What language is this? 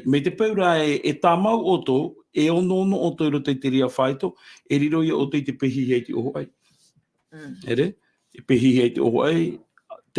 Tahitian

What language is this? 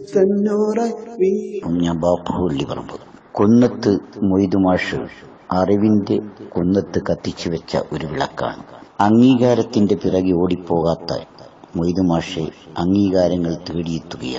Malayalam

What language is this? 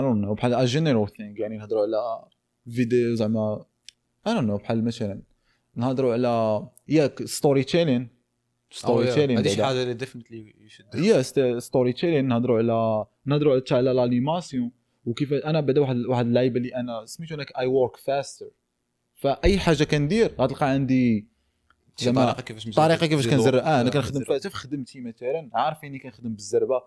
Moroccan Arabic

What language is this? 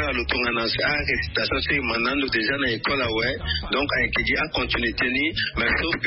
Sango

